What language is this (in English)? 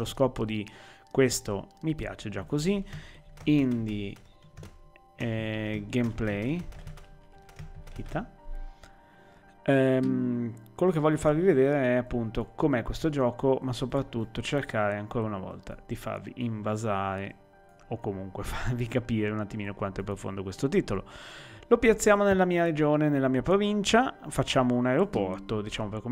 Italian